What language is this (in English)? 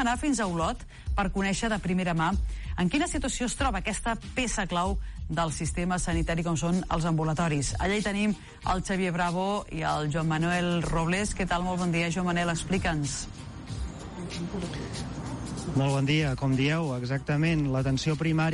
Catalan